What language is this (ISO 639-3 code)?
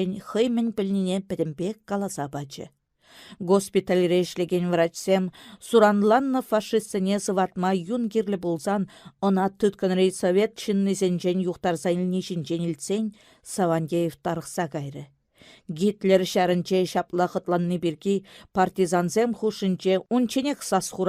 chv